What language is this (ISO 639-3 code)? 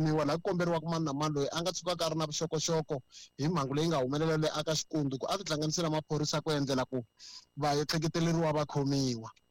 tso